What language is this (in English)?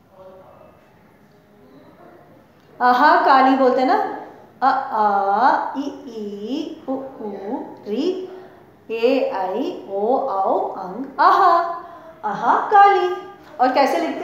Hindi